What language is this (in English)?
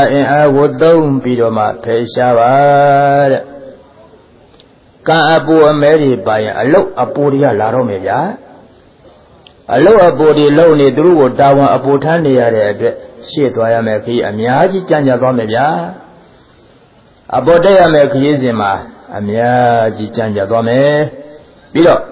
Burmese